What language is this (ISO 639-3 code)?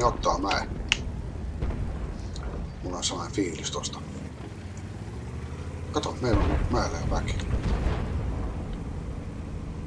fin